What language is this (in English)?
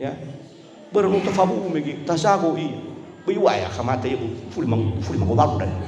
Nias